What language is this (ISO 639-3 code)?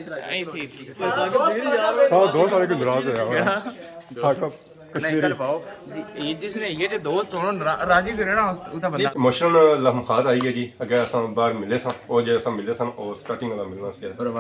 phr